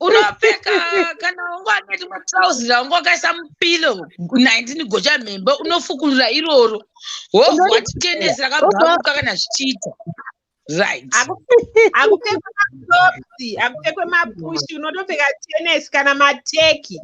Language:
Shona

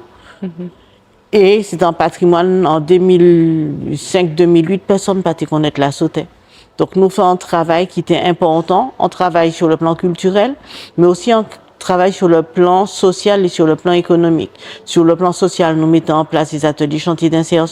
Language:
Guadeloupean Creole French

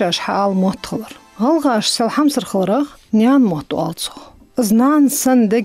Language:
Ingush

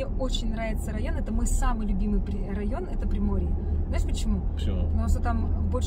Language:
Russian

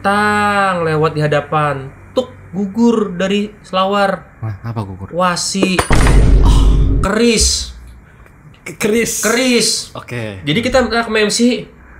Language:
Banjar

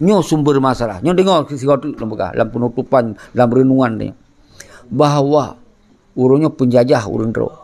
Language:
Achinese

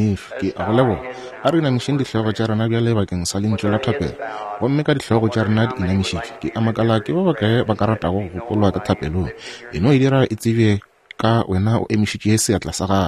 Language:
Northern Sotho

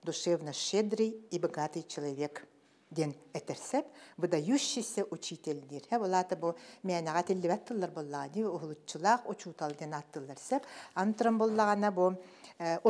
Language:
Yakut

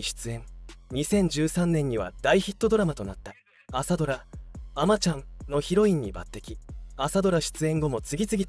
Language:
Japanese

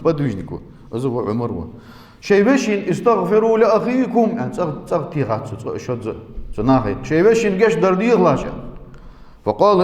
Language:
Ingush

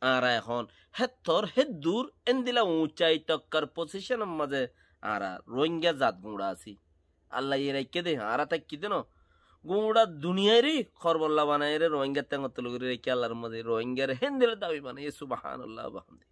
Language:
Rohingya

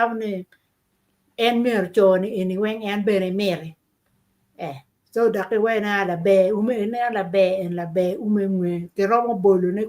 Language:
Acoli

